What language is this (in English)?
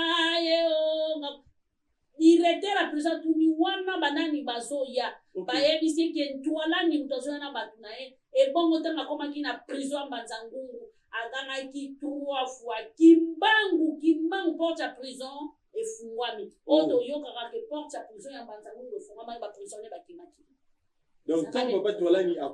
Lingala